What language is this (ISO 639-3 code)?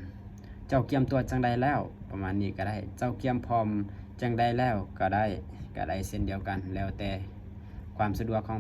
lao